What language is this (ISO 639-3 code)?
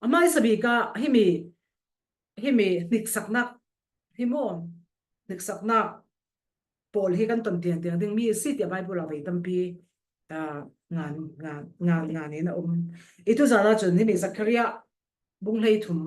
cfm